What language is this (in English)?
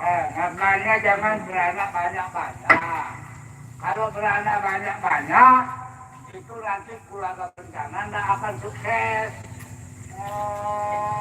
Sasak